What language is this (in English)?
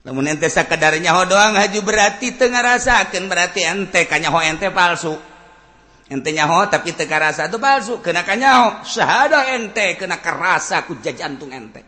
Sundanese